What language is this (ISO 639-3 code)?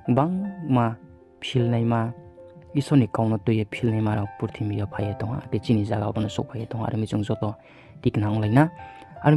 ria